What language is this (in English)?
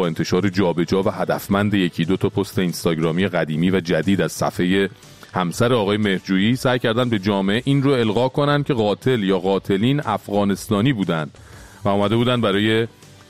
Persian